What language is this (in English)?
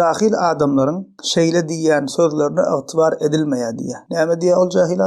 Turkmen